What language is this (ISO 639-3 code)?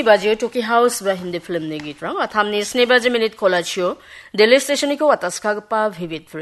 grt